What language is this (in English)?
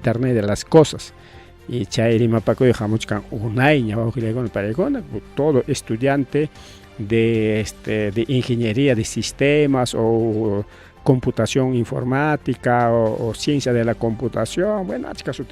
Ayacucho Quechua